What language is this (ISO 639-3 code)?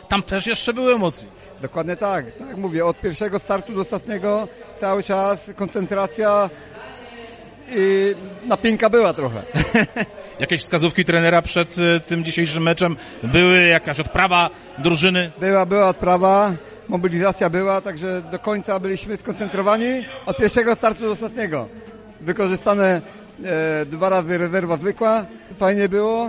pol